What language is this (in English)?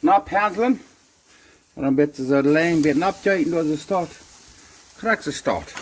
Plautdietsch